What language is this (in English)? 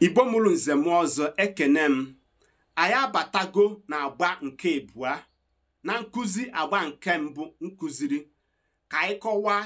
Igbo